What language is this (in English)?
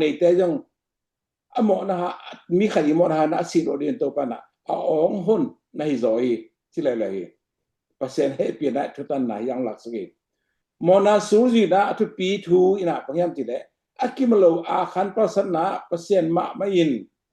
Tedim Chin